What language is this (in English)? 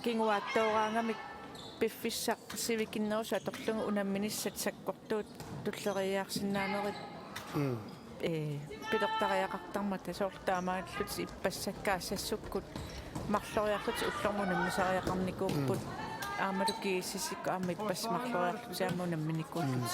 Kalaallisut